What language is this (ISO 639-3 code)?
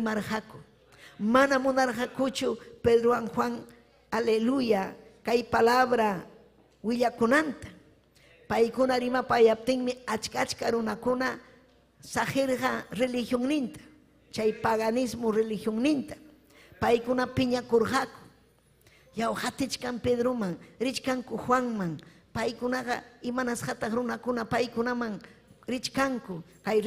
quy